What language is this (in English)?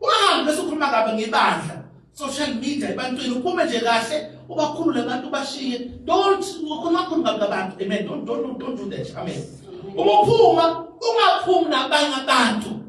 Zulu